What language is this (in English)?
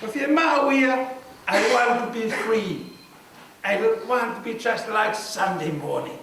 Tongan